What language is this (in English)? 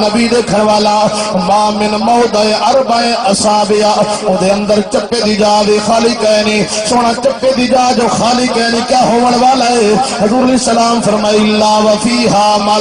Saraiki